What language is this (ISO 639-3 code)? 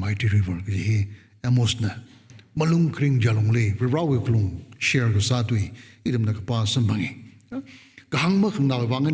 nmf